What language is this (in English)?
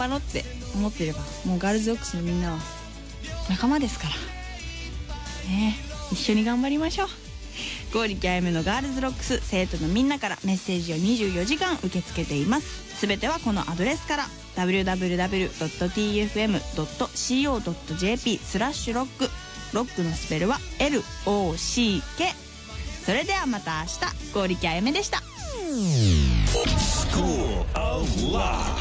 Japanese